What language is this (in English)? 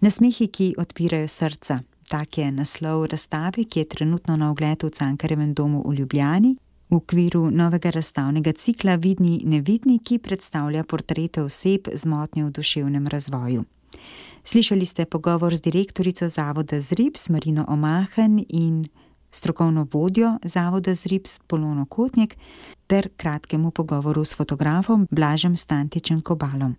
Slovenian